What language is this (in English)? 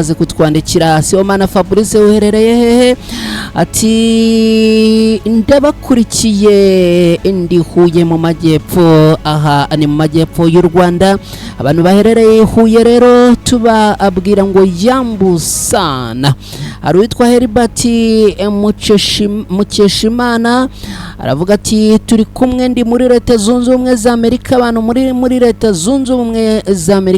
Kinyarwanda